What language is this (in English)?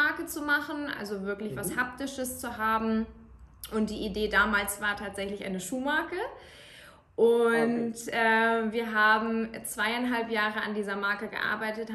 German